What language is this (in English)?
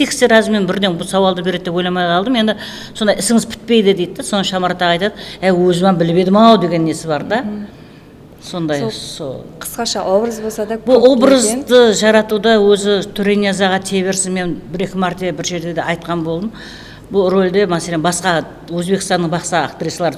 Kara-Kalpak